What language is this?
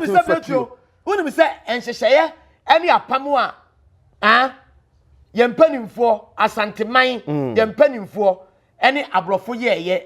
Akan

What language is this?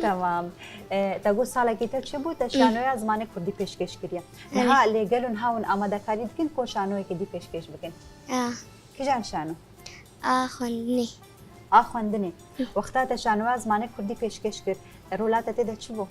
Kurdish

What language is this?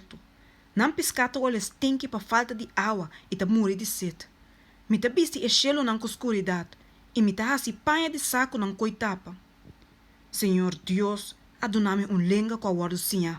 Papiamento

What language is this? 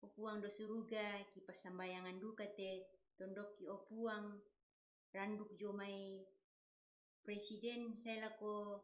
Toraja-Sa'dan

